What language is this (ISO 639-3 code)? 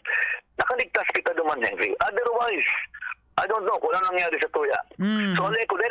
bik